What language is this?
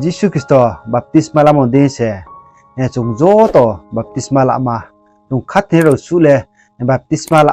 Riang (India)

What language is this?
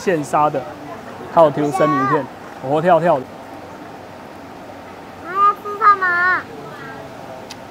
Chinese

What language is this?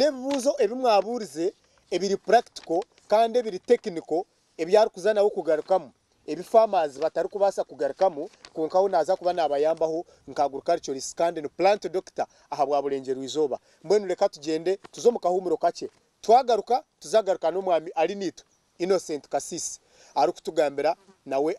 Nyankole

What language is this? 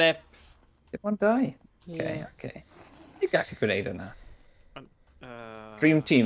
Welsh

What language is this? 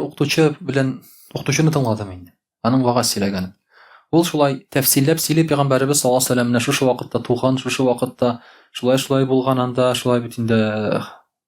Tatar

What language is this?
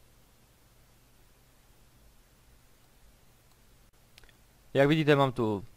Czech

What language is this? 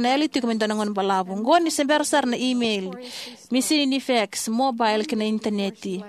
Fijian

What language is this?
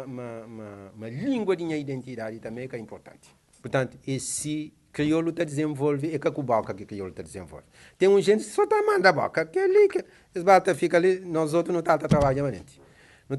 Kabuverdianu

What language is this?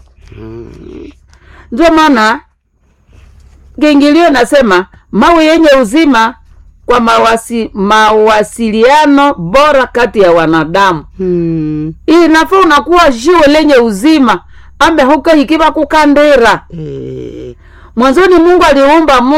Swahili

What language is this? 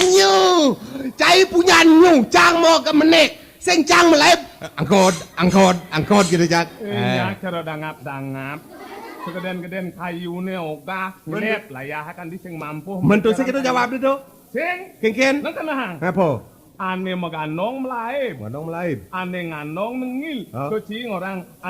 Balinese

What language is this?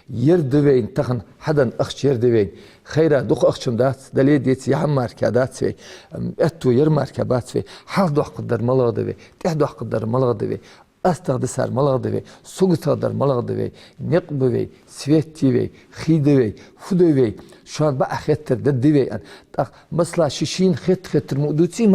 Ingush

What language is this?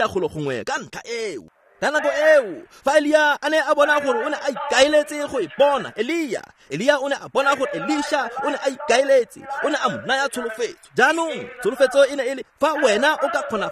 Tswana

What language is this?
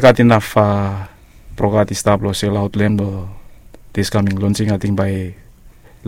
Bislama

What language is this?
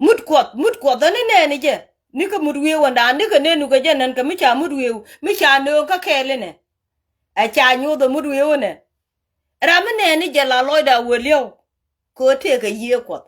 Nuer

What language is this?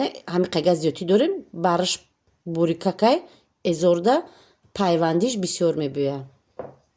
Tajik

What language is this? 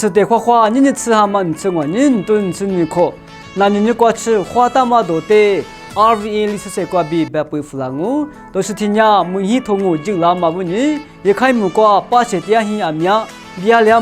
Lisu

